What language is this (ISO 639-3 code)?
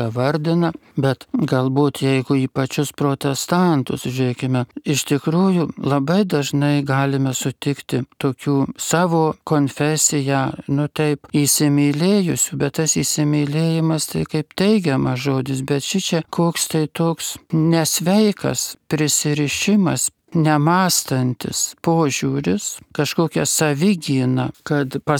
lit